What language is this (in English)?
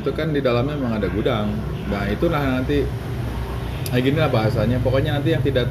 Indonesian